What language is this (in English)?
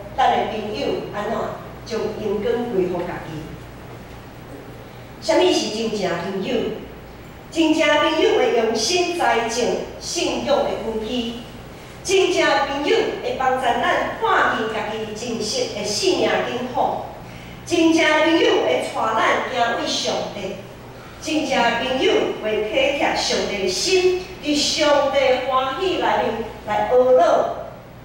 Min Nan Chinese